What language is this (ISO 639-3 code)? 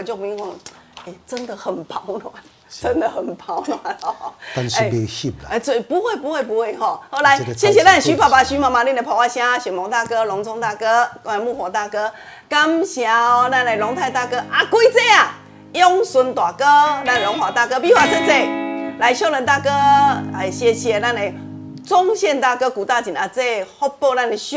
nan